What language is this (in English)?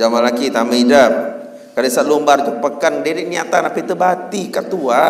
Sasak